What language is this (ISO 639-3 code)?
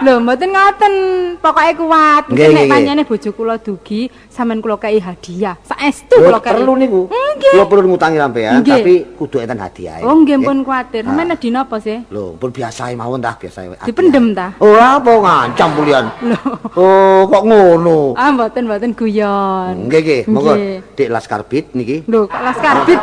jav